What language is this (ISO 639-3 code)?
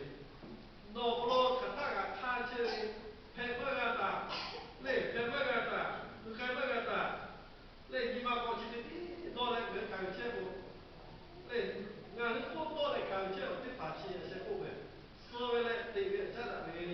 lhu